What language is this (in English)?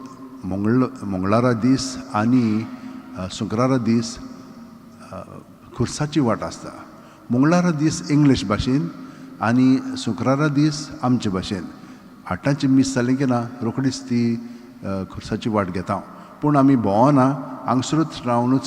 Konkani